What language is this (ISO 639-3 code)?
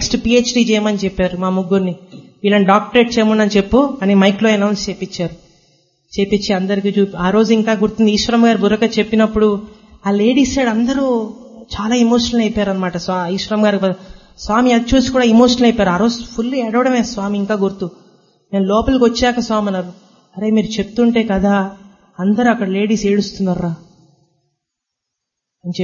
tel